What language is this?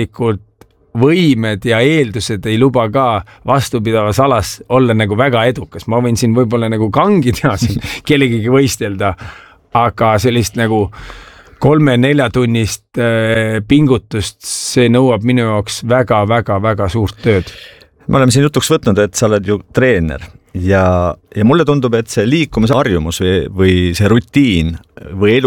Estonian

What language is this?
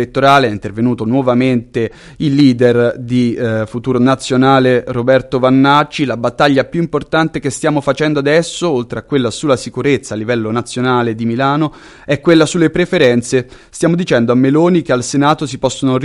Italian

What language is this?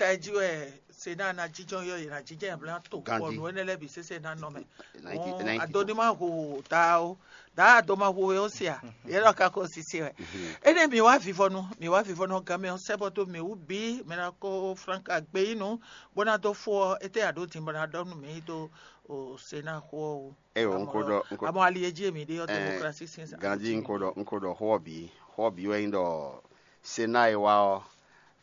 Fon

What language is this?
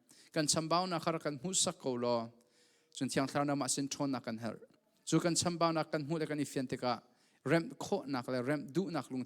Hakha Chin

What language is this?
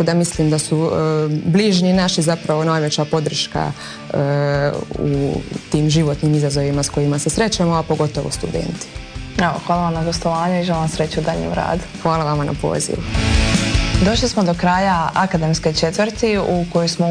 Croatian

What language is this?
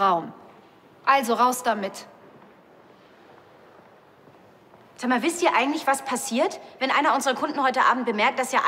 German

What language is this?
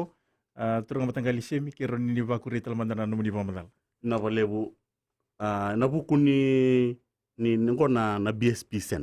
Fijian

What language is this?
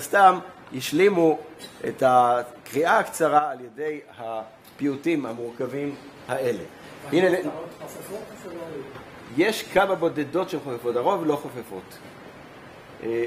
Hebrew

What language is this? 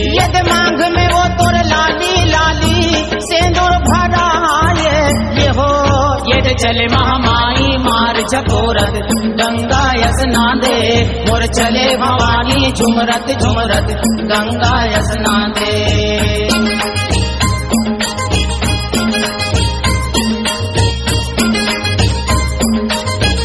Chhattisgarhi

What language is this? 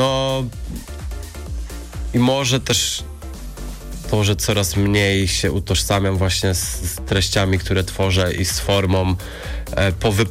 Polish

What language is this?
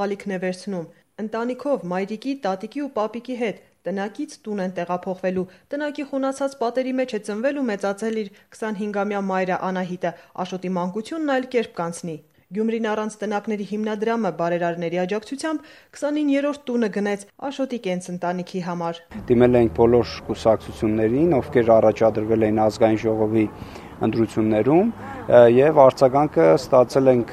Armenian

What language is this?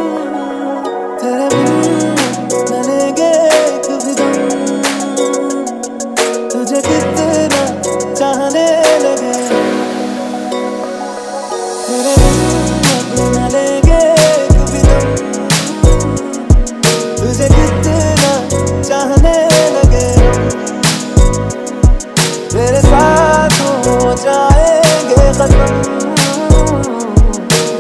Hindi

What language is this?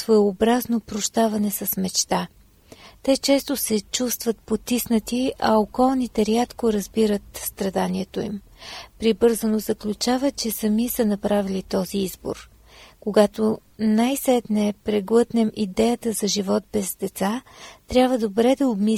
Bulgarian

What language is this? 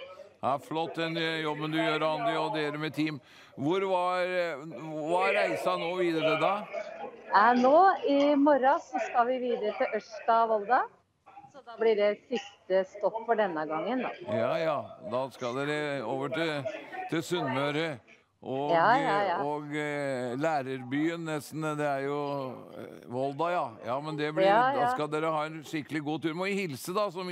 Norwegian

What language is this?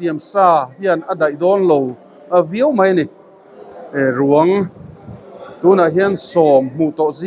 Mizo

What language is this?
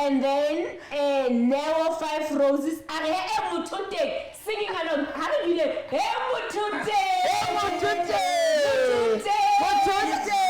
Southern Sotho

